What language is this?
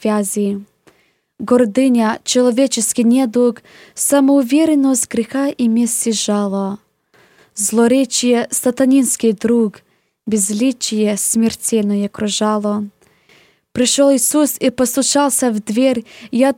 Russian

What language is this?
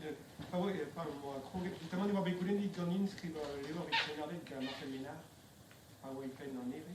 Breton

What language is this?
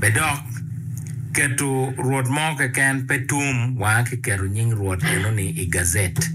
Acoli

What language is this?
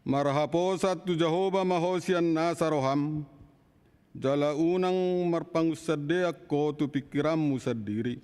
Batak Toba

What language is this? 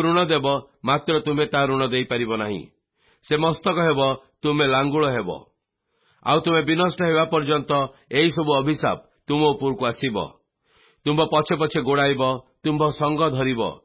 Odia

